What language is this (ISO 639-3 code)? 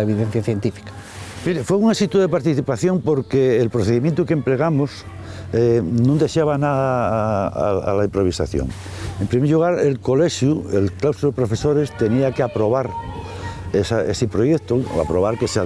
ast